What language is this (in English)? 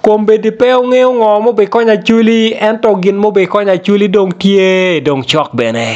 Acoli